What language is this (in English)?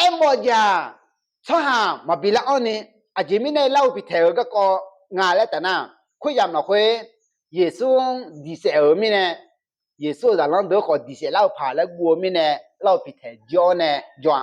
Akha